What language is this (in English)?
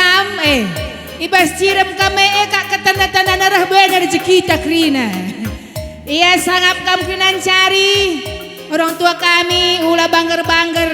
Batak Karo